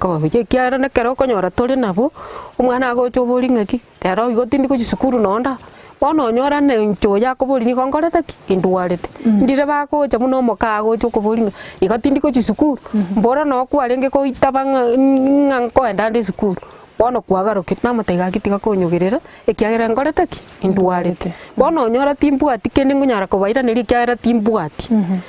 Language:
Gusii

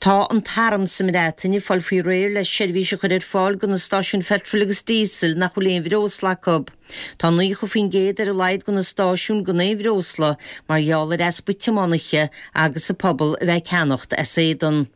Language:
Irish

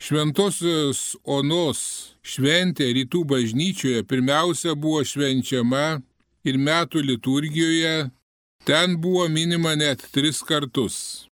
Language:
Lithuanian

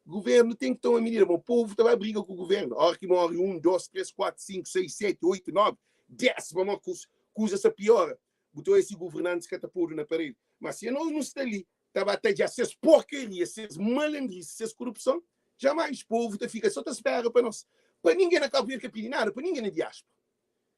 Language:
Kabuverdianu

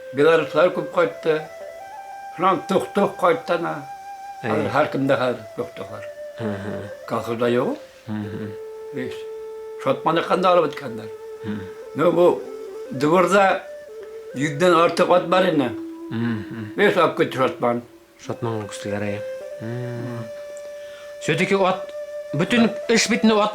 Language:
Bashkir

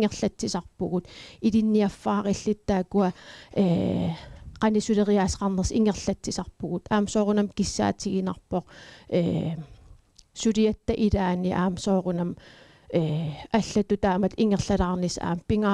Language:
Kalaallisut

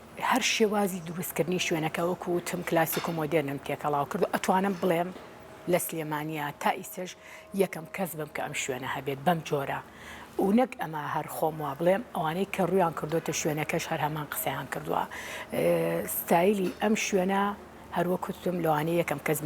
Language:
Central Kurdish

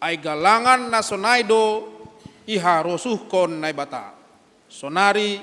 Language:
Batak Simalungun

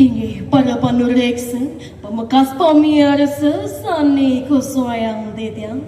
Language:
Balinese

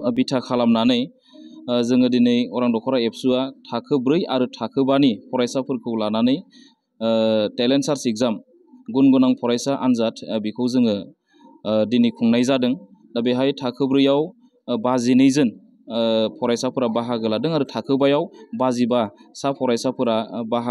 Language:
Bodo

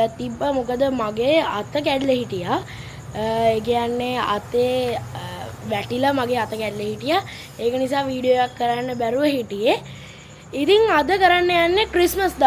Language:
Sinhala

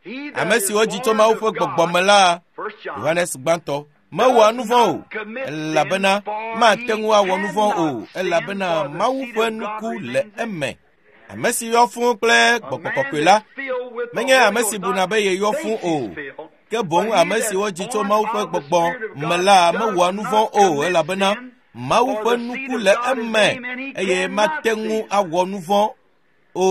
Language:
Ewe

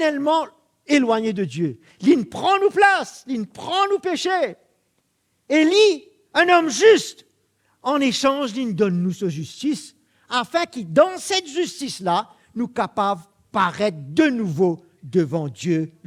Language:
Morisyen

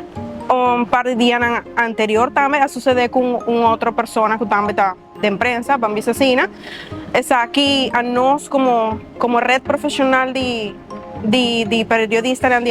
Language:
Papiamento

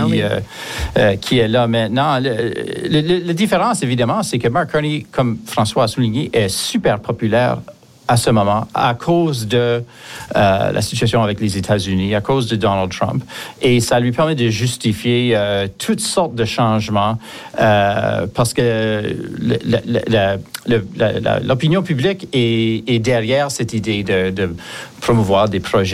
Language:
French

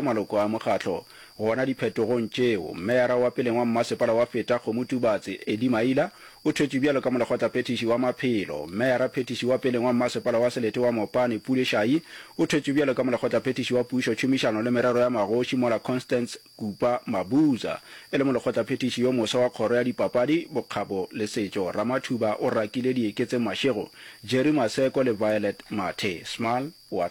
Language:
Northern Sotho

